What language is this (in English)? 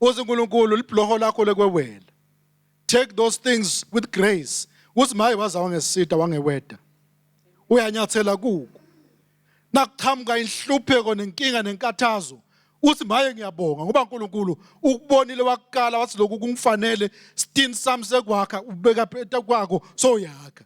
Swati